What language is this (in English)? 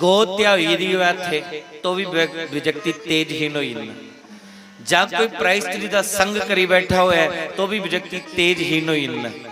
Dogri